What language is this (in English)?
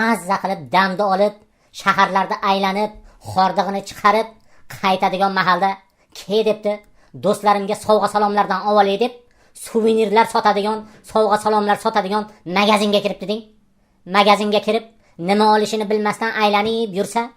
Uzbek